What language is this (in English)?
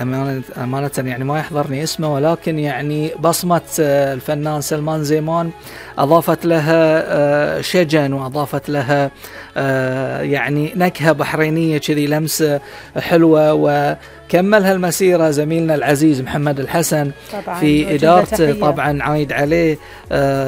Gulf Arabic